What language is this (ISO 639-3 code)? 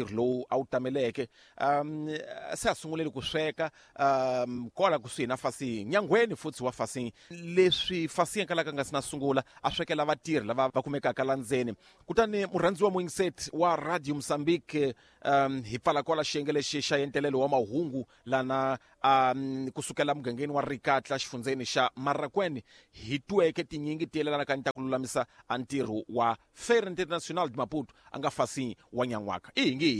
tso